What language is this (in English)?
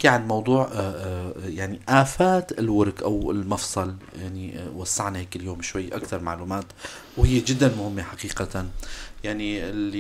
North Levantine Arabic